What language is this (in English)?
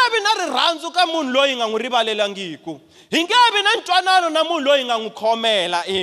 Tsonga